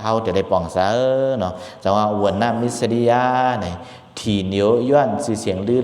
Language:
Shan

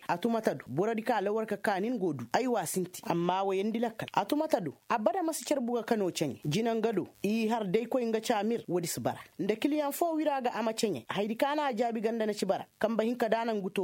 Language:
Koyraboro Senni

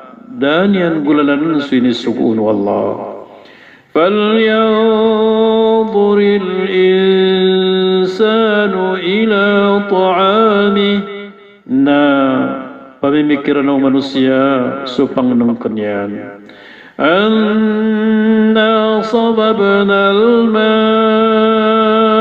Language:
Maranao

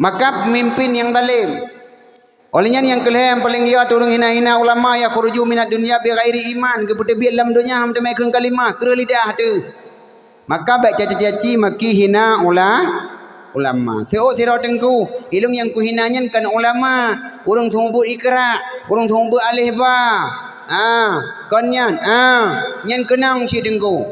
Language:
Achinese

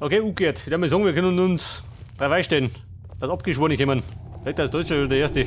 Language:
Bavarian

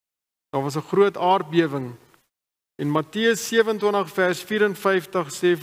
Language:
Afrikaans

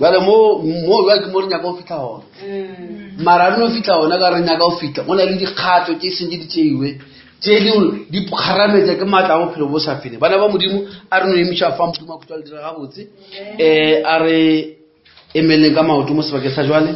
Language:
Northern Sotho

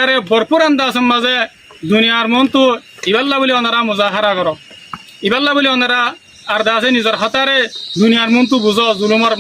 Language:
Rohingya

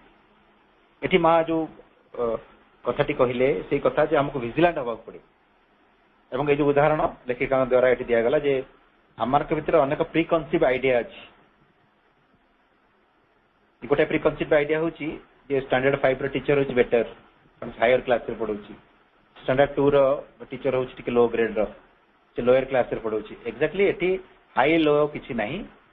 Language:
Odia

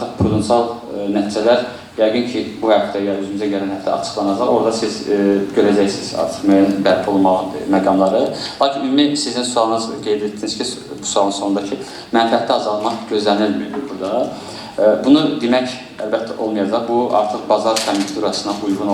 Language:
Azerbaijani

